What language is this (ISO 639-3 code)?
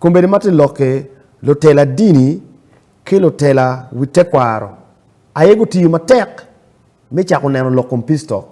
ach